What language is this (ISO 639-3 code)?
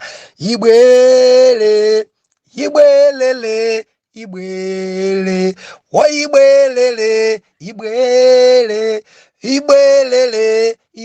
nya